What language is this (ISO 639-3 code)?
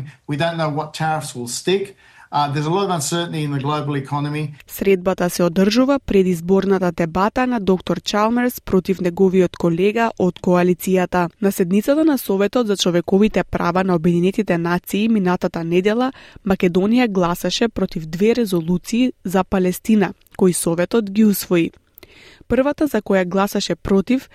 mkd